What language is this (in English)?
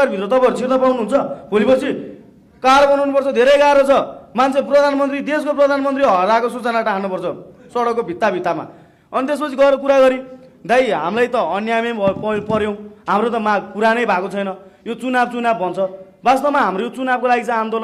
Nepali